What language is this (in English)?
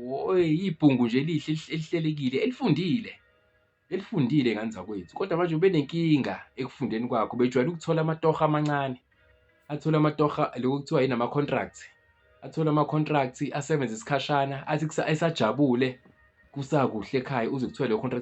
Zulu